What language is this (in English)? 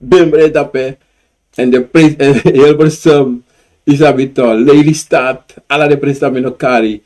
Sranan Tongo